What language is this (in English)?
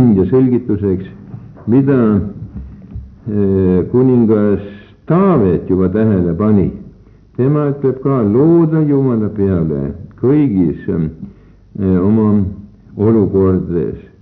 Estonian